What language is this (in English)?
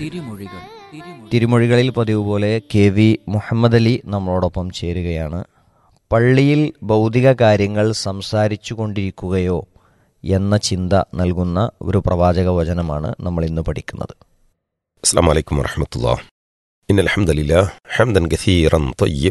Malayalam